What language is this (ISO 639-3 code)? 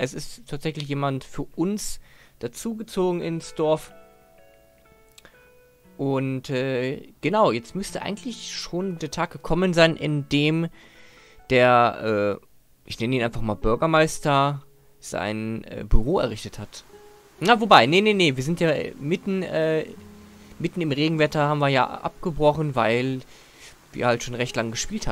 deu